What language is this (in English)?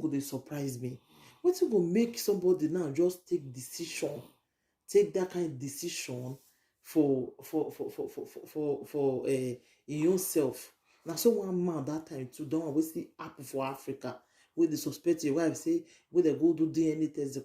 Nigerian Pidgin